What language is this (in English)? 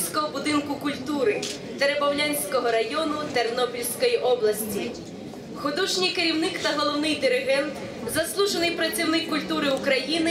Ukrainian